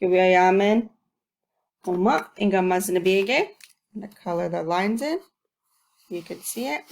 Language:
Chippewa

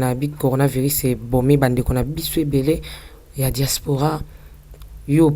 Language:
Lingala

